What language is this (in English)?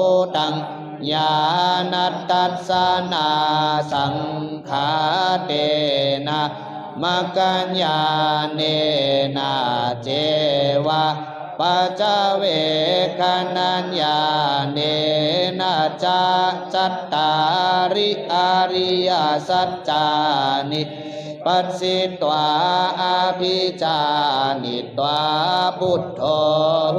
Pali